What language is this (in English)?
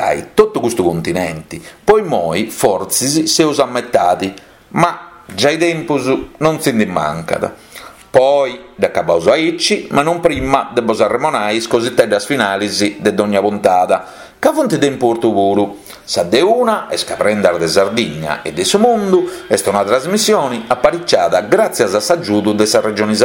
Sardinian